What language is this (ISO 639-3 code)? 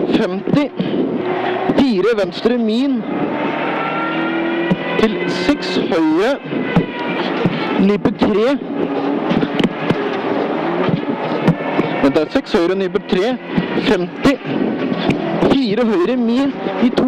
nor